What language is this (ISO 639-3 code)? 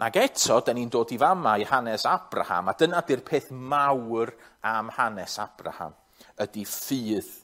cym